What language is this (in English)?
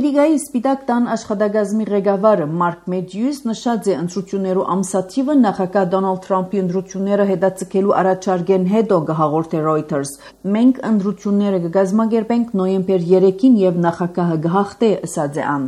Armenian